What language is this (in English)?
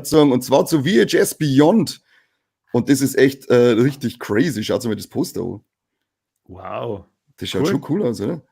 Bavarian